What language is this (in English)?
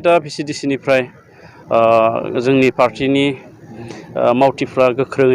Bodo